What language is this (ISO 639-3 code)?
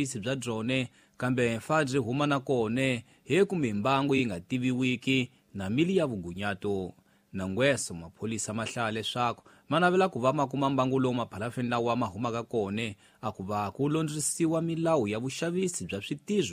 tso